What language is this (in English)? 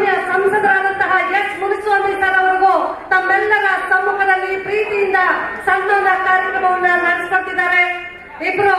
Kannada